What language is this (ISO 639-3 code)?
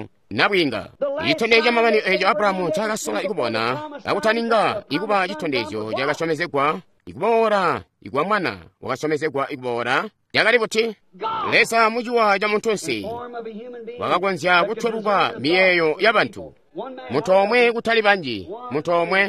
toi